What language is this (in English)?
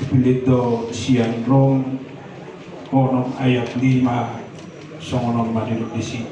Batak Toba